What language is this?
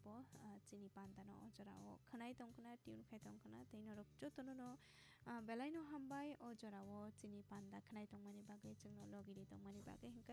Kok Borok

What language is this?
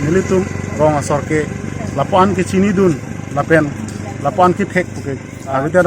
Karbi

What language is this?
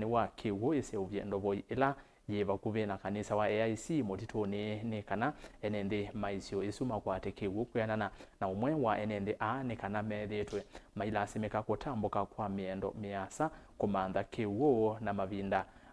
Kamba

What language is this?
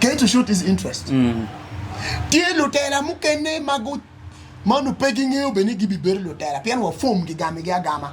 Acoli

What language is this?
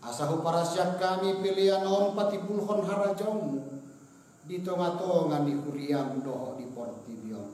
Batak Toba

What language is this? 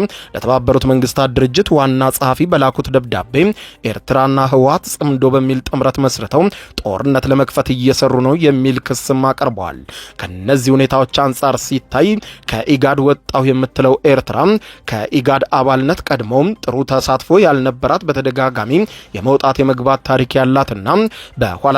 Amharic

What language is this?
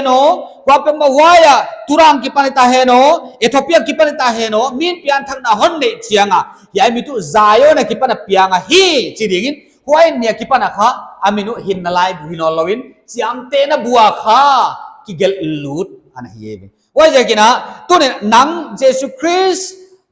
Paite Chin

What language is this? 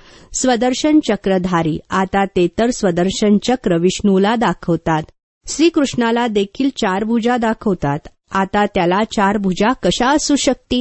Marathi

